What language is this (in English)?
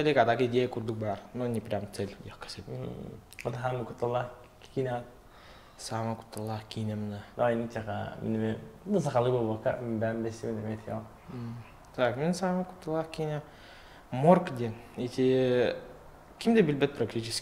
Yakut